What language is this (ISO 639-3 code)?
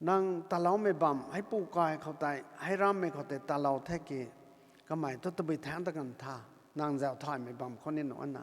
nbu